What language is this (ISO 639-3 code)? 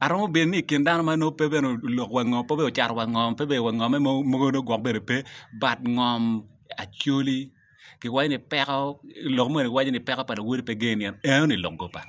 ach